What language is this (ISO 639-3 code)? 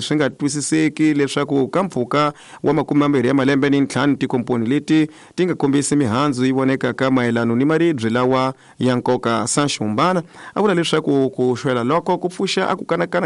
tso